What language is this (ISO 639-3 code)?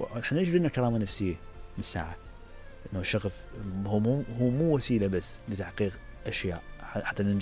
acm